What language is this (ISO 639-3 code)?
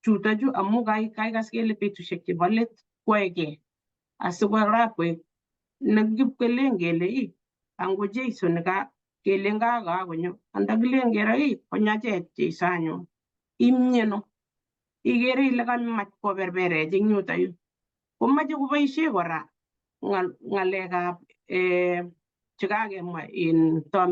kln